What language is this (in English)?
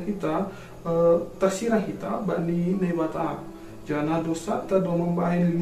Batak Simalungun